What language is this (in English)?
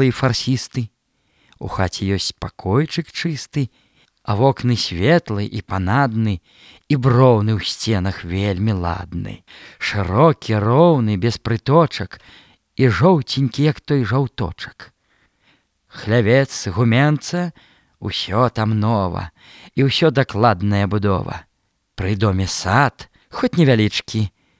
Belarusian